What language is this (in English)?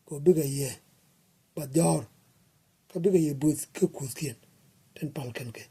Nuer